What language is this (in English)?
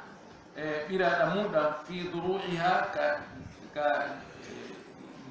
Fula